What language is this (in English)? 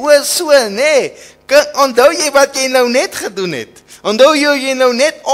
Afrikaans